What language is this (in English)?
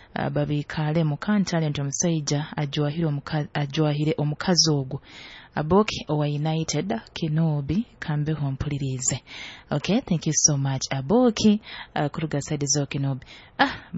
Nyoro